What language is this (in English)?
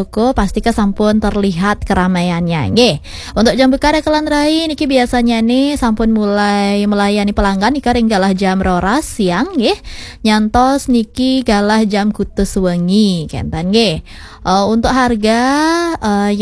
Balinese